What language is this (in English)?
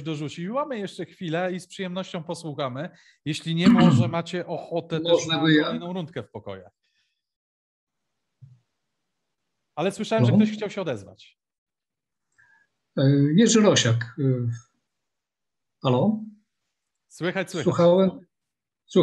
Polish